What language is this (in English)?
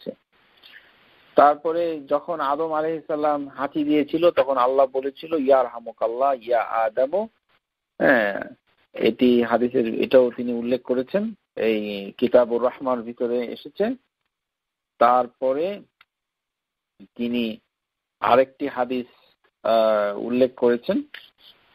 Bangla